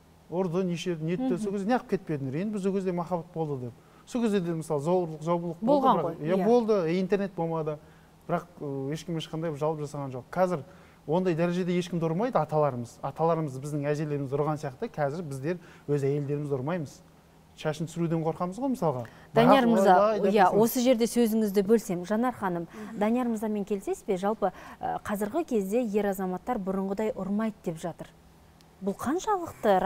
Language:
Kazakh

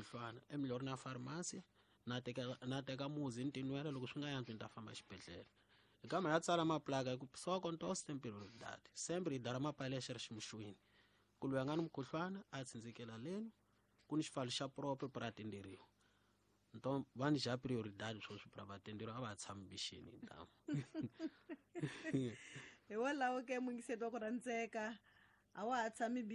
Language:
Tsonga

